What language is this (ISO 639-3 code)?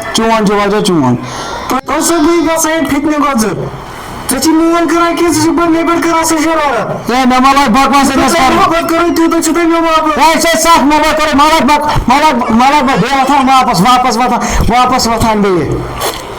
kas